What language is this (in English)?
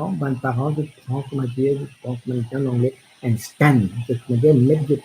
Morisyen